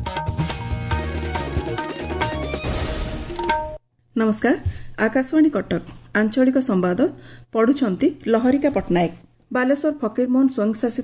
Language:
Odia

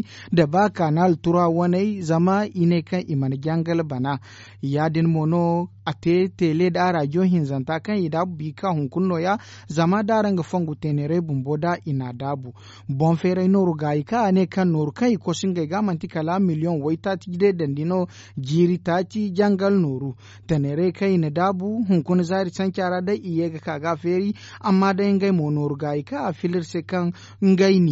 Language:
Zarma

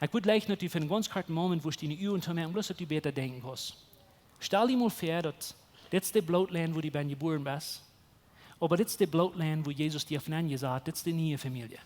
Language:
Plautdietsch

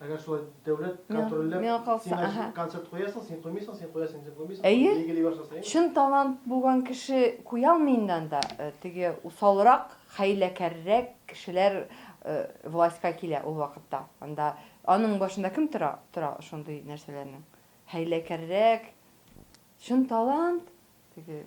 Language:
Tatar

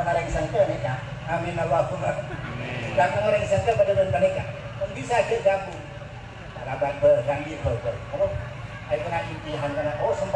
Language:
Madurese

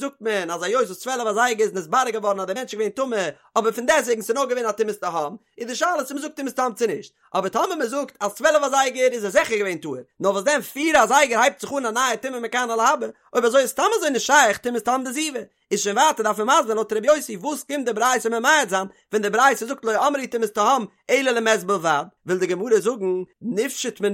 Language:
Yiddish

